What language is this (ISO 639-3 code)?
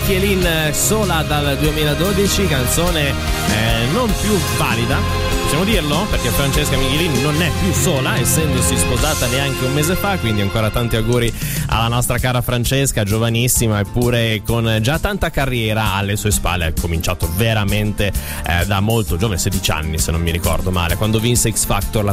ita